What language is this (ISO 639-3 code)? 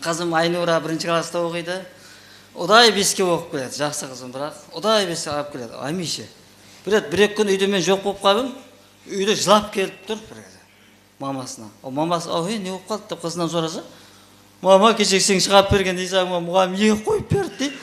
kaa